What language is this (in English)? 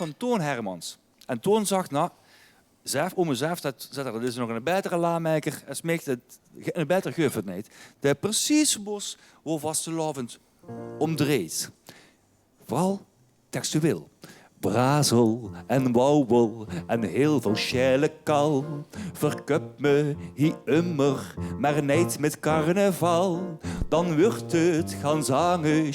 Limburgish